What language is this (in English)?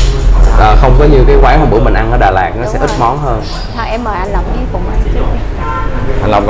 Vietnamese